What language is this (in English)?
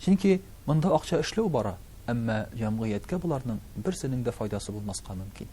Tatar